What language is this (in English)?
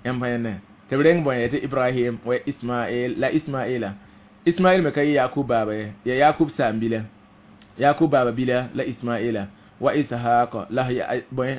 Mossi